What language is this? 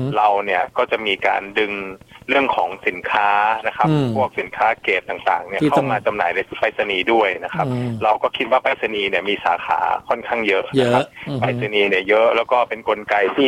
Thai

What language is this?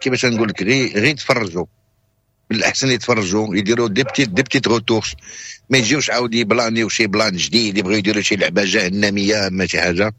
Moroccan Arabic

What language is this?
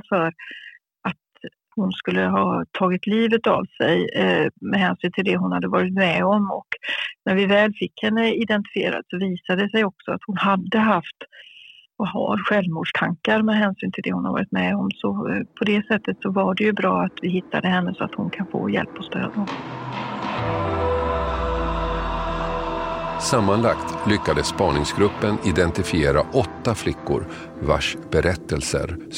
Swedish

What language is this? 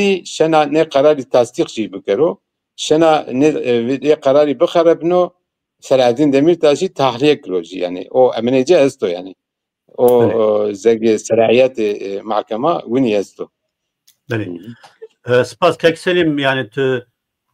Zaza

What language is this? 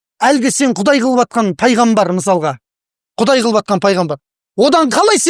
Kazakh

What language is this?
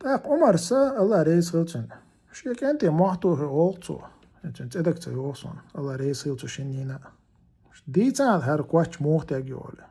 Chechen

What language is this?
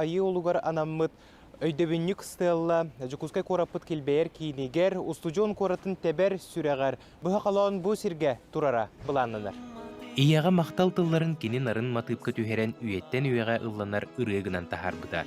Yakut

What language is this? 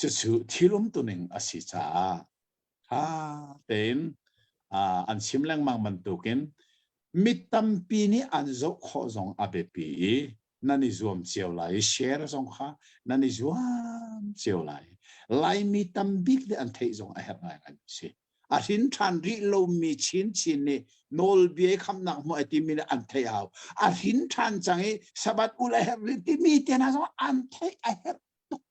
Hakha Chin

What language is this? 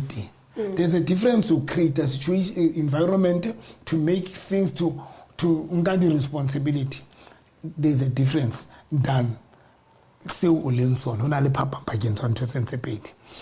Southern Sotho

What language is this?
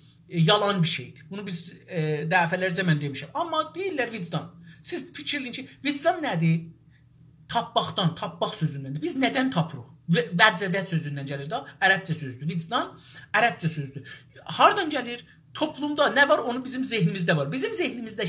South Azerbaijani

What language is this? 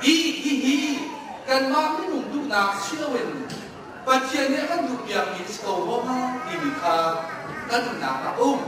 Hakha Chin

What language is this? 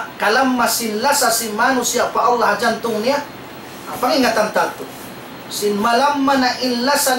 Tausug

